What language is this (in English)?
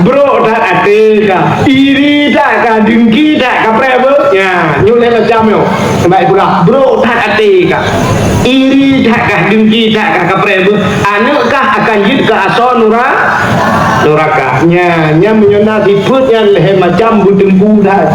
Achinese